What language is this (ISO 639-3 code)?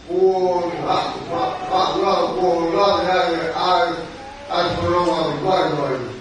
ton